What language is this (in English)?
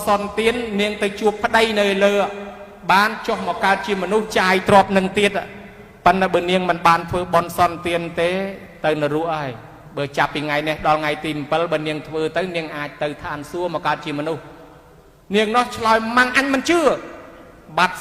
Khmer